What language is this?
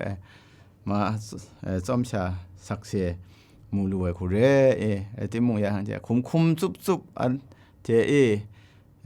Kachin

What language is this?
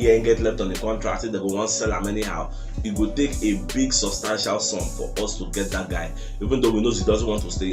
Nigerian Pidgin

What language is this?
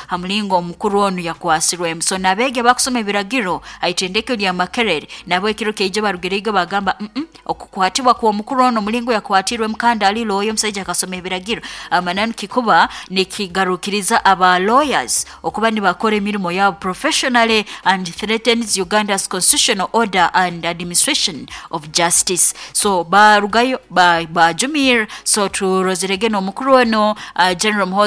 Nyoro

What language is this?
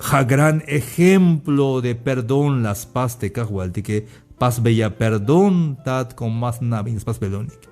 Tzeltal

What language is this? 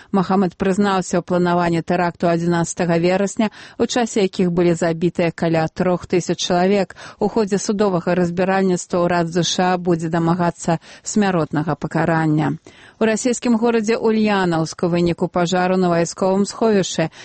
Belarusian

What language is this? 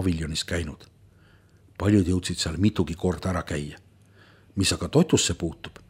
Estonian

